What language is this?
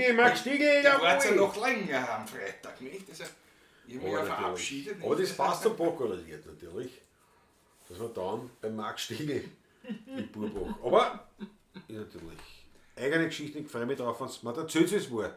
Bavarian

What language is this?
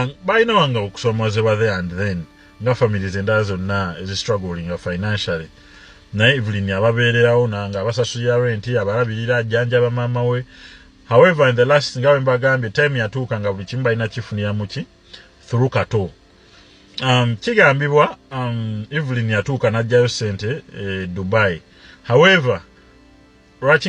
Ganda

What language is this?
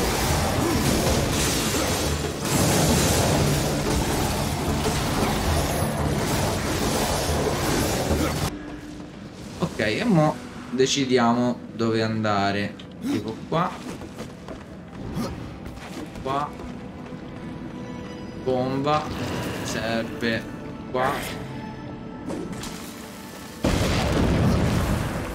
Italian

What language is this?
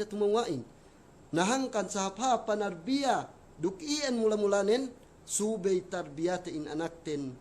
Yakan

